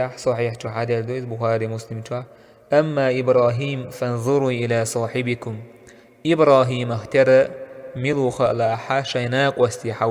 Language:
Chechen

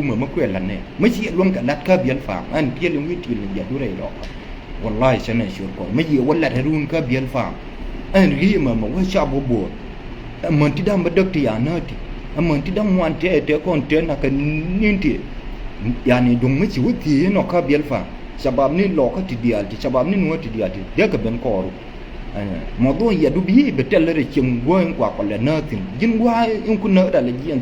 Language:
Nuer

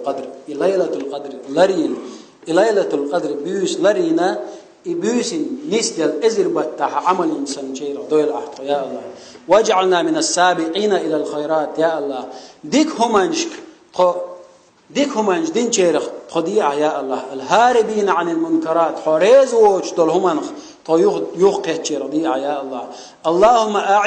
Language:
Chechen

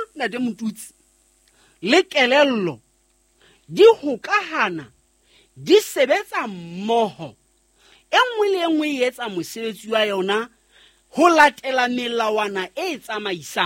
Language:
Southern Sotho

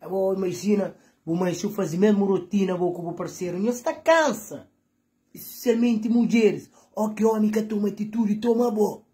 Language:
Kabuverdianu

